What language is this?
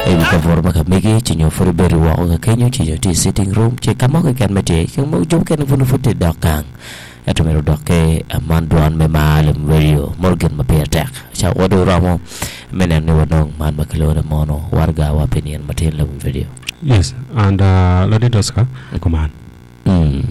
Acoli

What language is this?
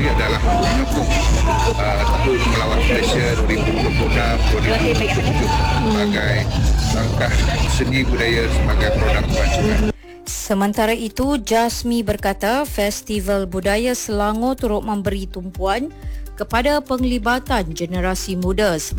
Malay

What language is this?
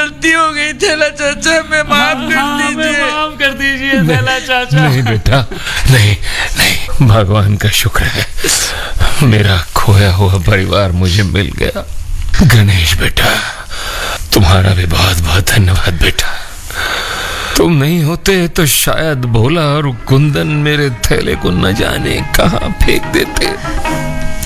Hindi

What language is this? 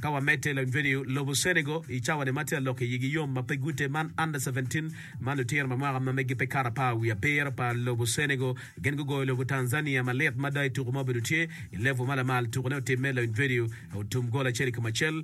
Acoli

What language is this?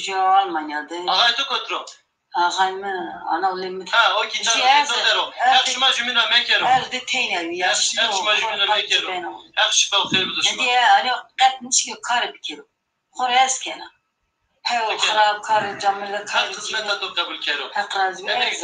Zaza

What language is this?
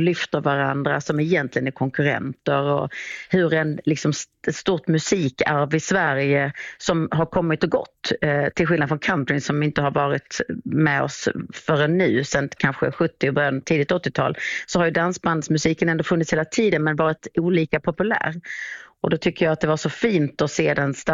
Swedish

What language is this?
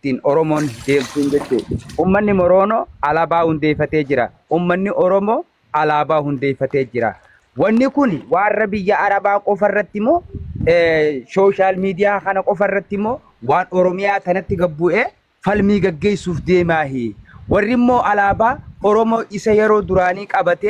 Oromo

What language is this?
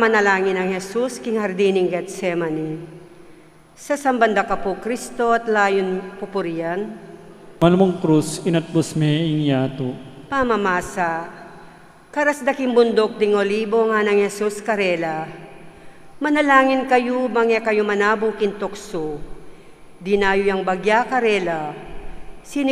Pampanga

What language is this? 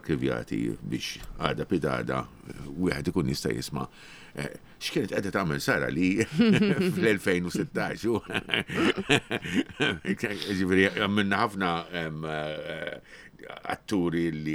Maltese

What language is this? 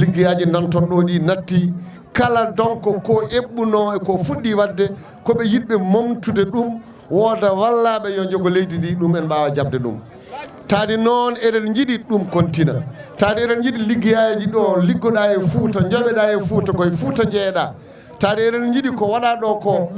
Fula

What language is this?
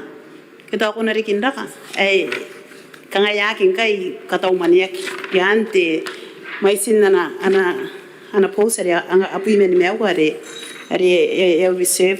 Gilbertese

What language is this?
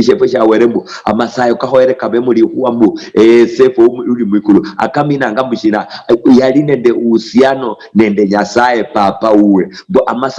Luyia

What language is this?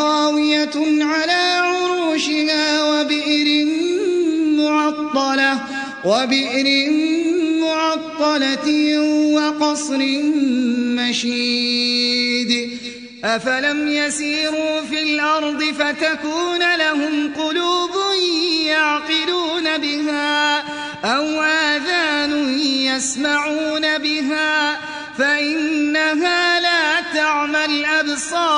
Arabic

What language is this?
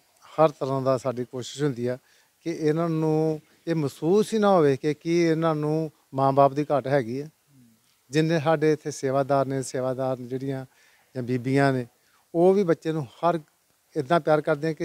Punjabi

